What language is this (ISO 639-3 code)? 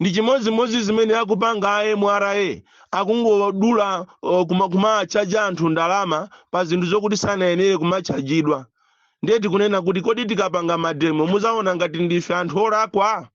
nya